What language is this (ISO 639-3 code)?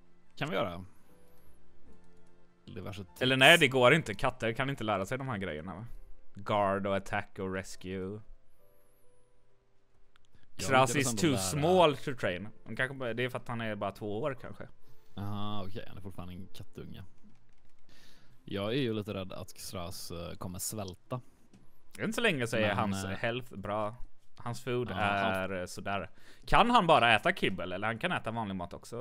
swe